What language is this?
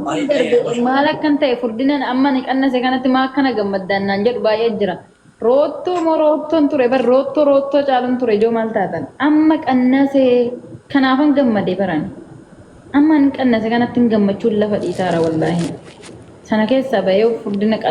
Oromo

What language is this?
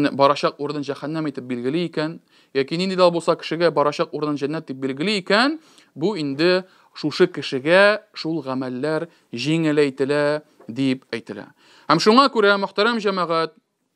Tatar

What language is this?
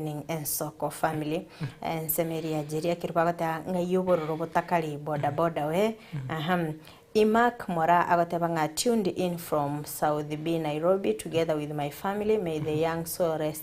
Gusii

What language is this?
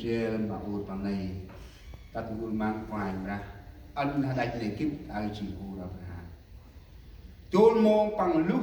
Central Mnong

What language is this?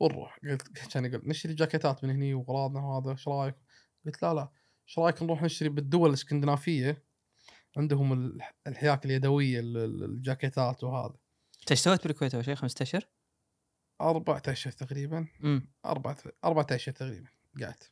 Gulf Arabic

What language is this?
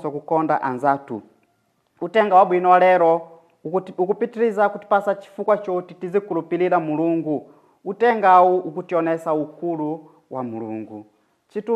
Nyanja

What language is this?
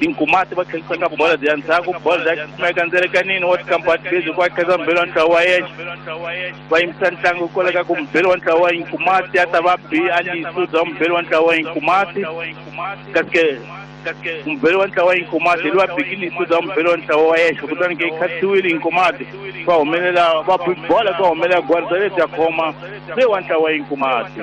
Tsonga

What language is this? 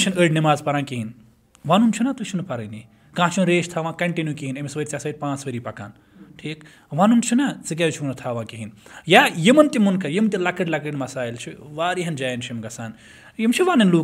Kashmiri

